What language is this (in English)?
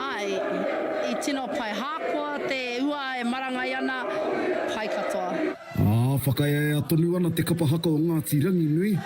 Māori